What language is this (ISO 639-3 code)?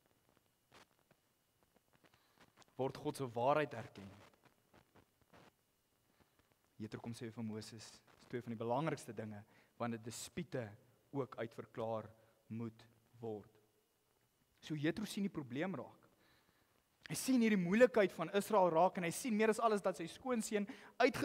afr